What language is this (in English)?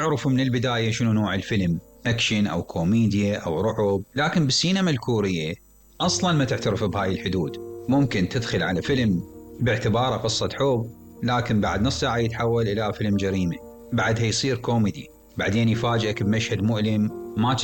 Mesopotamian Arabic